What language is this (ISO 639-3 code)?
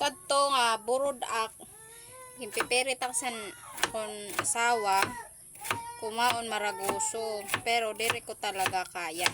war